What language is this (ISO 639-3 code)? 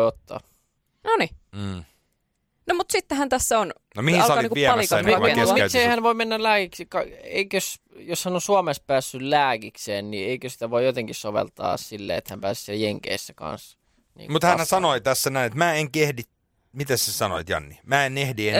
fin